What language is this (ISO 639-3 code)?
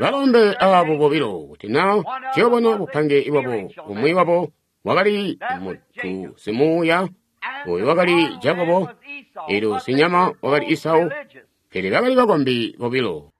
toi